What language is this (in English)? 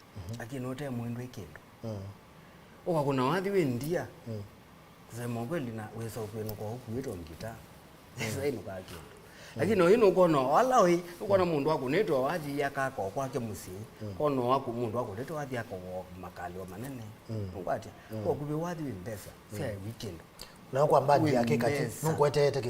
Kamba